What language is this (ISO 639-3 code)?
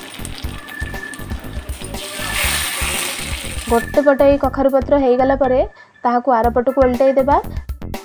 ori